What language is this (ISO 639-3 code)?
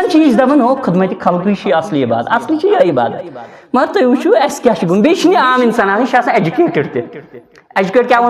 kas